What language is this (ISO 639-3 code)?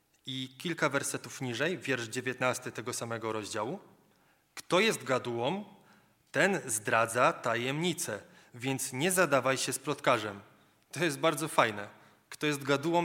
pol